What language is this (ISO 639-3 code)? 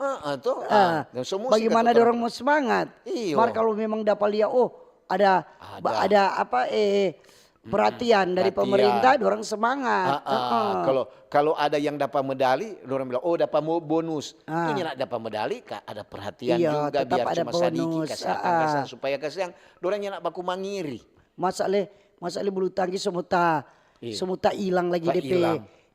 xmm